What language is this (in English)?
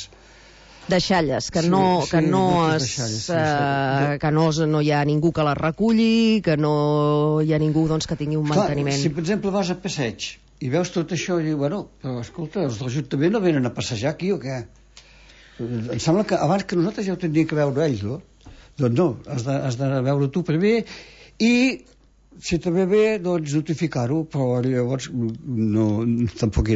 Catalan